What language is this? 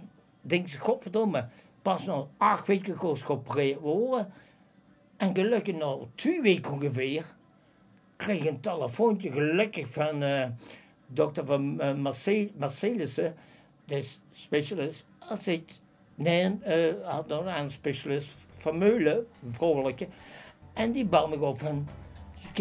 Limburgish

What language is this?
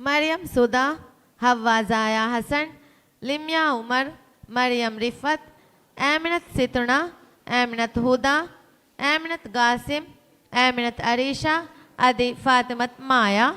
Divehi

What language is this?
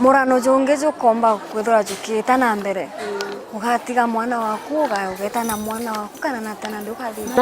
Meru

